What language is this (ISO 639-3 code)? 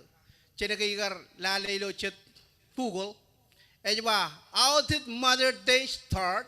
mah